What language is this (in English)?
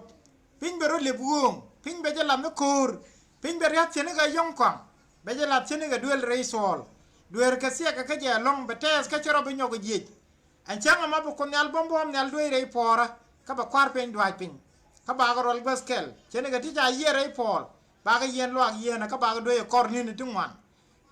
Nuer